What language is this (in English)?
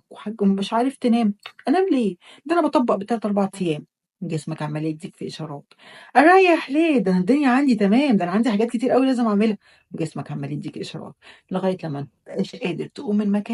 Egyptian Arabic